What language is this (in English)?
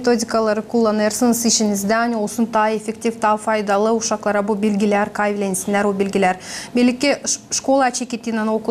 Gagauz